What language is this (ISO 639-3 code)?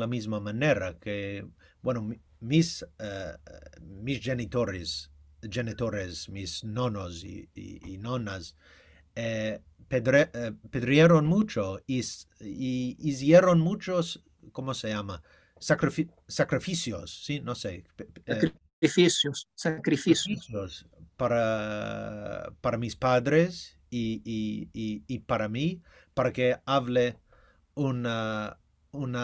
lad